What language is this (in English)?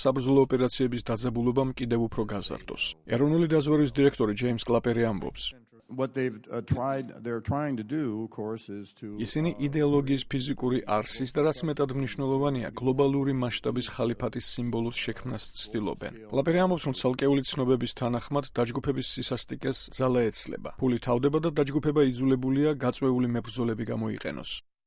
Georgian